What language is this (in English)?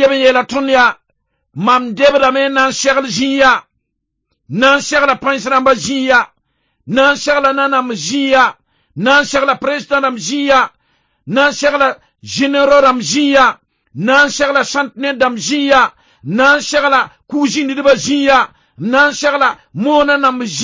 Mossi